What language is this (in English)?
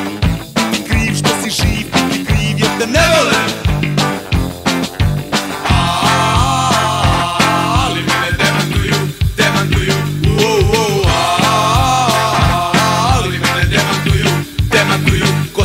Serbian